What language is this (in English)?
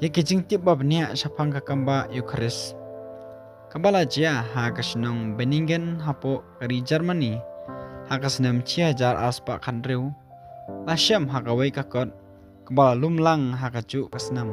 Khasi